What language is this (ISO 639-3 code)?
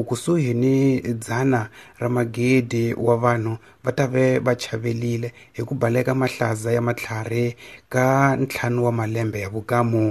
tso